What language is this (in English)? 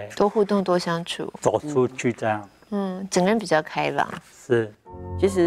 Chinese